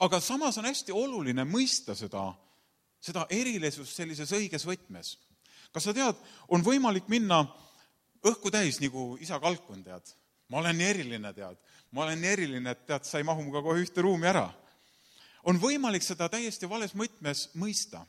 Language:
Estonian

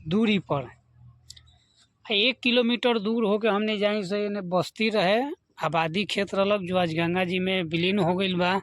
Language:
Bhojpuri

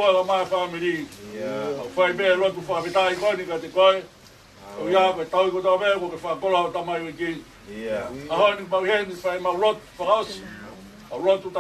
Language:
Tongan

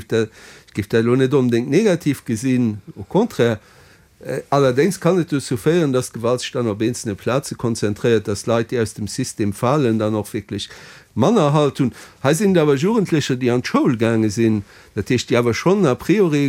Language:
Luxembourgish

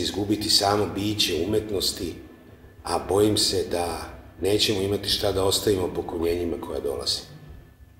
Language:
Serbian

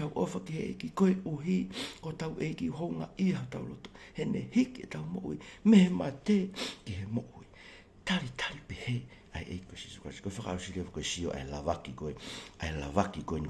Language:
Tongan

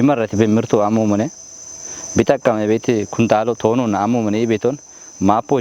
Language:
Kafa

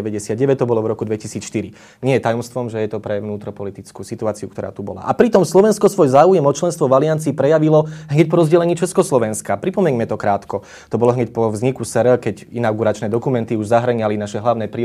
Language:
Slovak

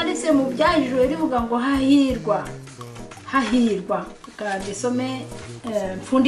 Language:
Kinyarwanda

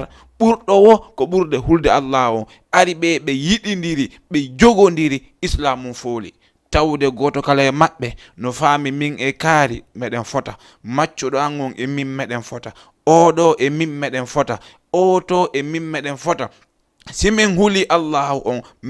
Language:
Fula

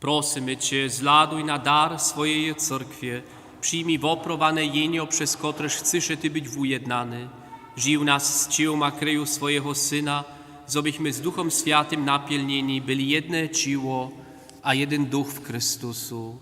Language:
Upper Sorbian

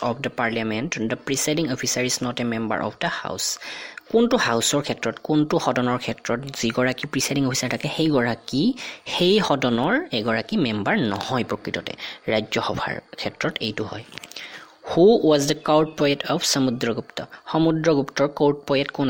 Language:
Assamese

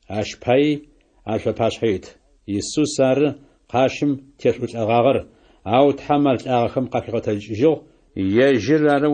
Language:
Adyghe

